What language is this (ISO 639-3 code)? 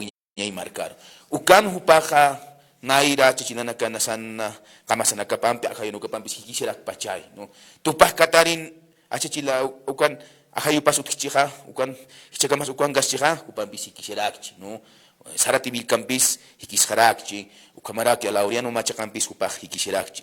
aym